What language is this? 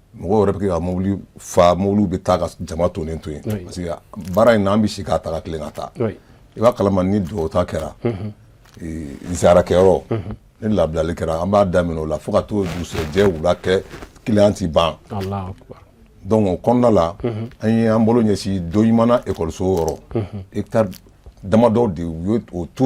Bambara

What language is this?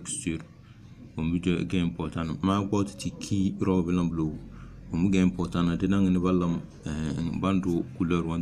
Tem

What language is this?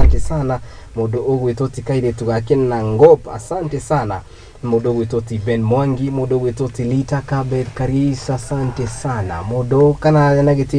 Kikuyu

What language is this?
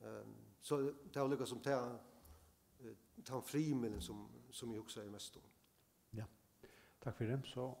Faroese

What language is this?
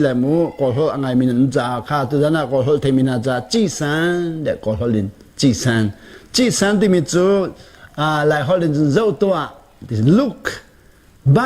Hakha Chin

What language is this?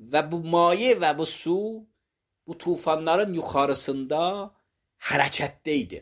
Azerbaijani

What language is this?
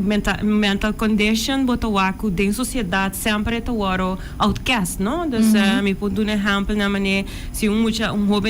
Papiamento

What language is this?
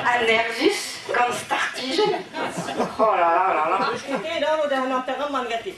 Breton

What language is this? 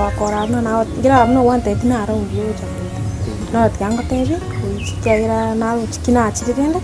Gusii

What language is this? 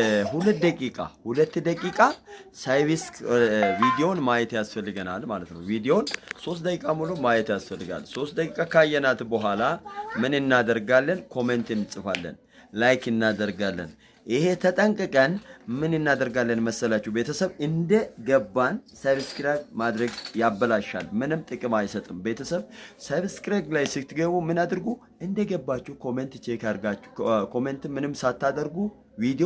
Amharic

